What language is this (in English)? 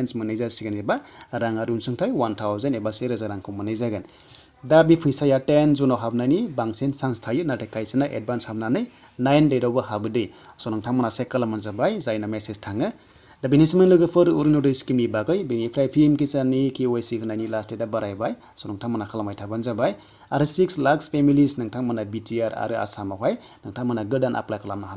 Bodo